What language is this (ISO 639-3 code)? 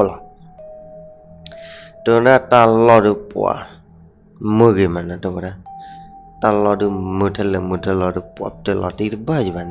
ksw